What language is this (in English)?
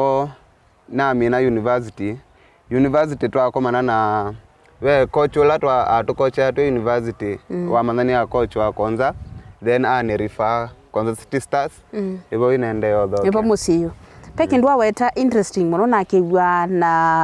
Kamba